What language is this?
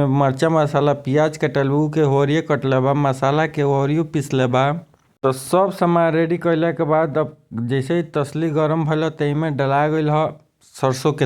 Bhojpuri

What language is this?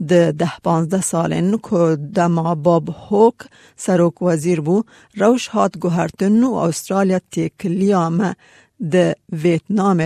Kurdish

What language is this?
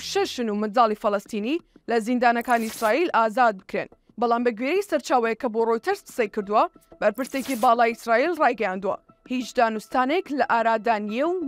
Central Kurdish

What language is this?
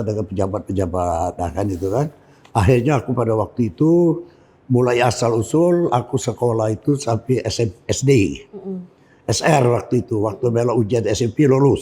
Musi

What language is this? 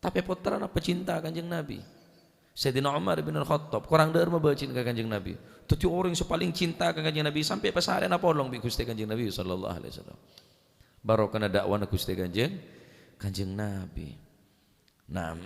Madurese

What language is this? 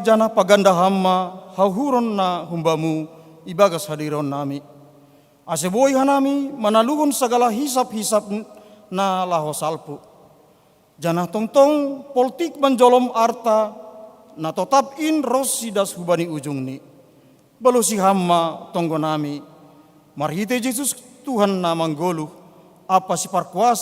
Batak Simalungun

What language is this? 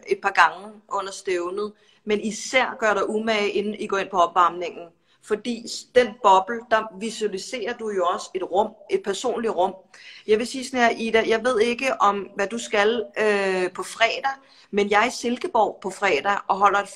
Danish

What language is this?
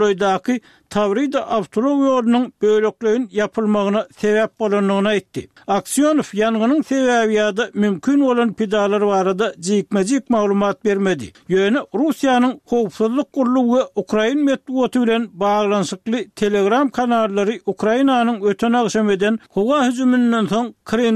Turkmen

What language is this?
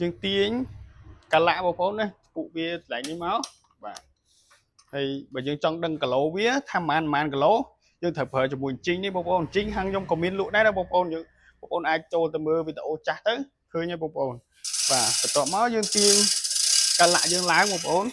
Khmer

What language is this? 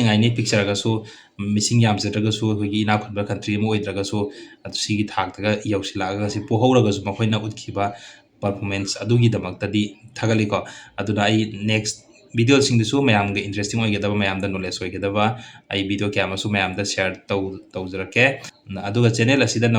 Manipuri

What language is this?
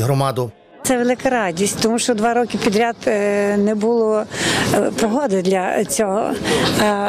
Ukrainian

